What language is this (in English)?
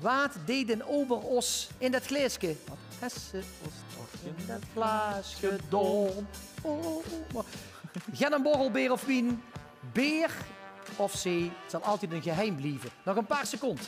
Limburgish